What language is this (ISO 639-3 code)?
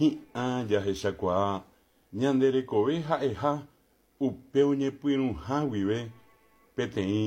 grn